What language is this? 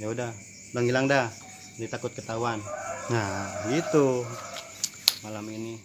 Betawi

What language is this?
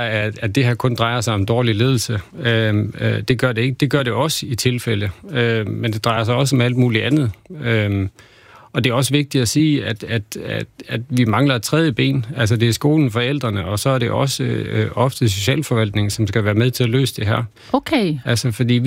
Danish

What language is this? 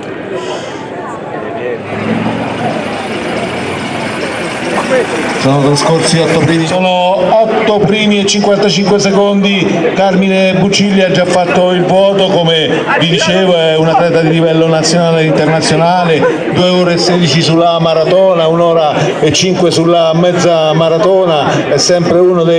Italian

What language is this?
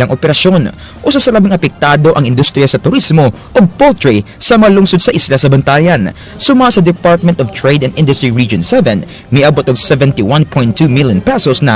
Cebuano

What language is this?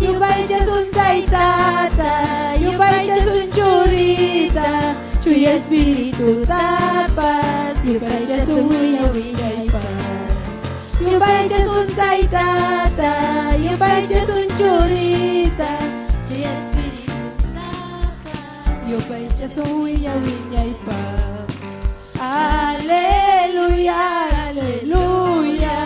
Ayacucho Quechua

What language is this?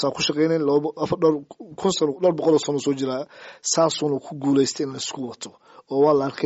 Somali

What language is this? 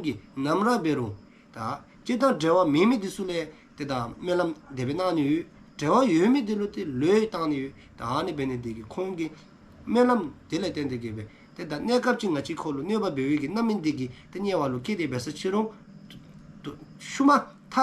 Dzongkha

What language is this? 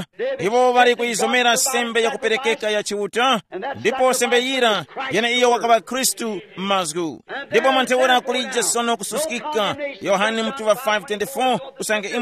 Tumbuka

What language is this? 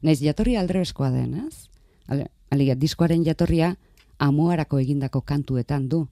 Basque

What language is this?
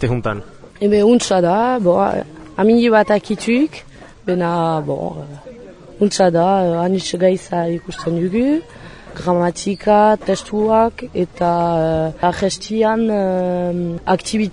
Basque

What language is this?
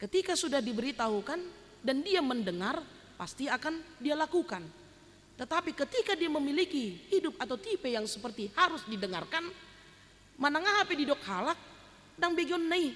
Batak Toba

